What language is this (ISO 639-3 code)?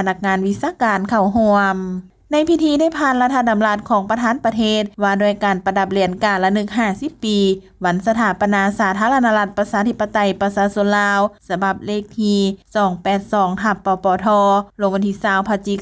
lao